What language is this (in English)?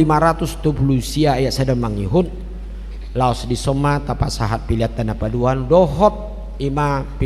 Batak Toba